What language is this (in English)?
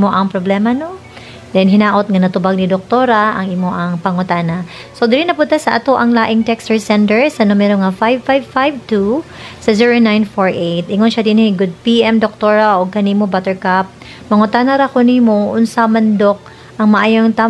Cebuano